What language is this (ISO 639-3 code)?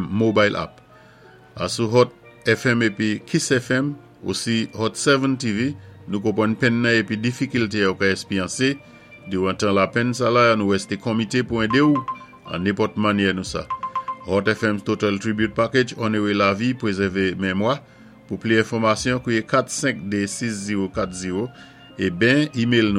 acf